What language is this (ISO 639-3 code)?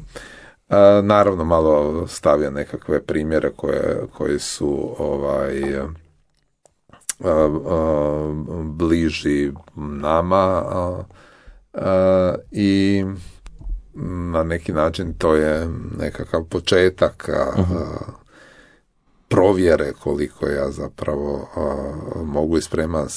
hrv